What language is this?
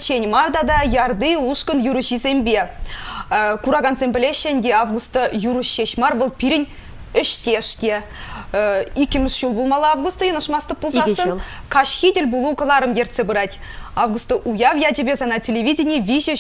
Chuvash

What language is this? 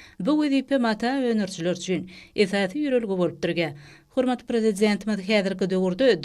Turkmen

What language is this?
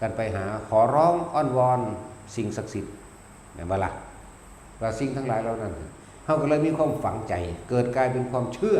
Northeastern Thai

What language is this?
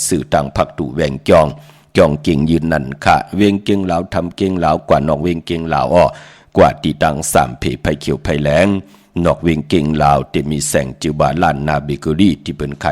Shan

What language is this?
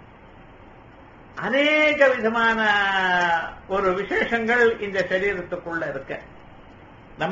Tamil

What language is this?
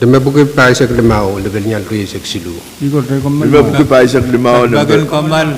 Pohnpeian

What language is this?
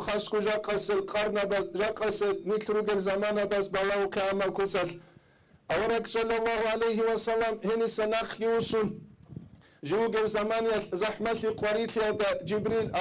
Avaric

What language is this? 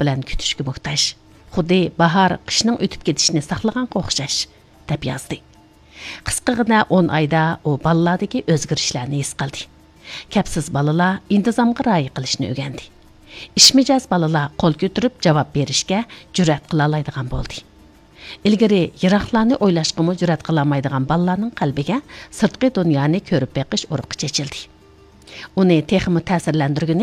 Uyghur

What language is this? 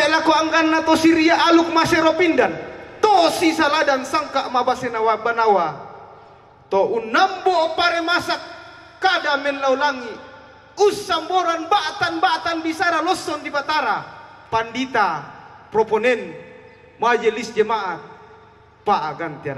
Toraja-Sa'dan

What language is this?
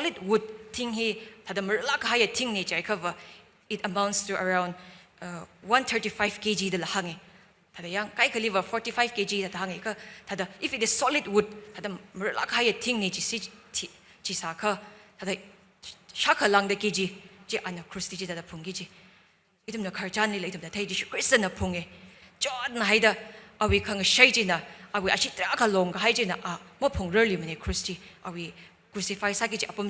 Tangkhul Naga (India)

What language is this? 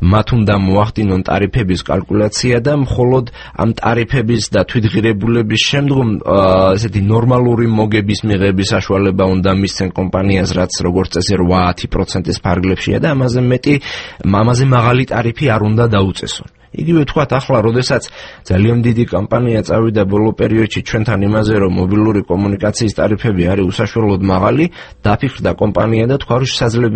Georgian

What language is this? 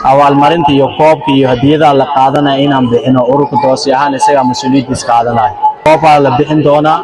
Somali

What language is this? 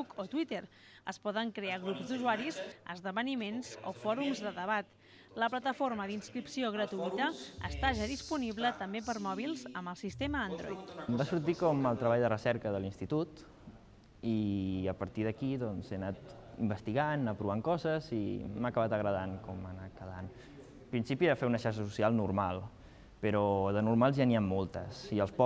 Catalan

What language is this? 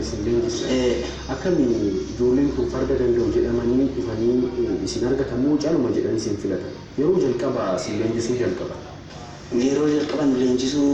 Oromo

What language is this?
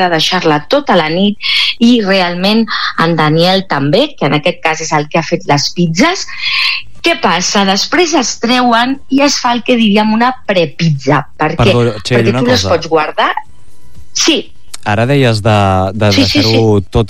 Catalan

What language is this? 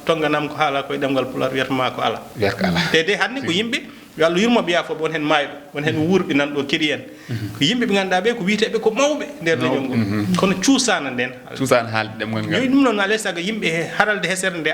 Fula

